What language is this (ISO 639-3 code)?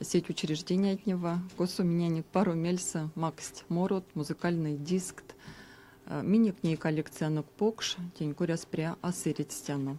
myv